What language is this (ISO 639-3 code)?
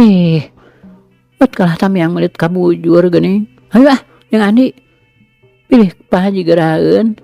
sun